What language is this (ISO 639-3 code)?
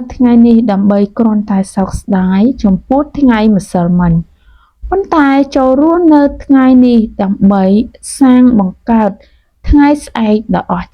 khm